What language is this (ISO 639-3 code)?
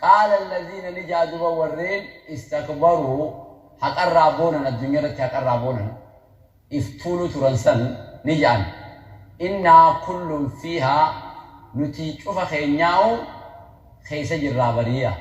orm